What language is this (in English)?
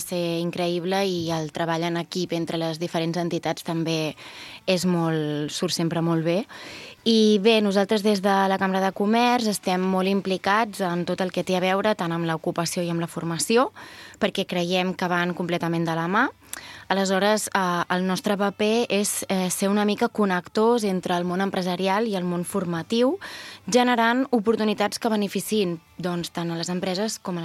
Catalan